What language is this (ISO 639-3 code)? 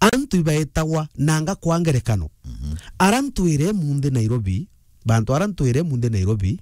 mer